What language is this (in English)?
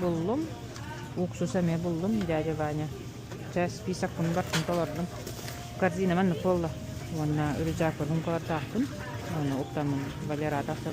Yakut